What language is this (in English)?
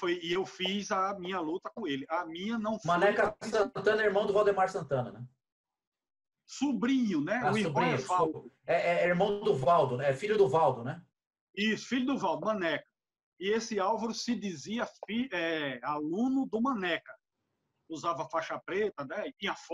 Portuguese